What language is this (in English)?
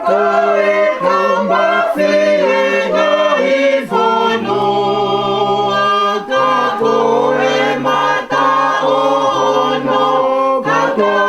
Tongan